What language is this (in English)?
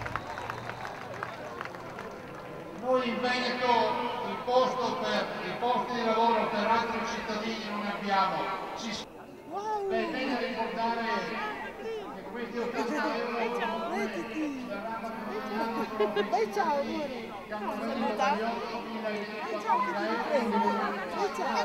Italian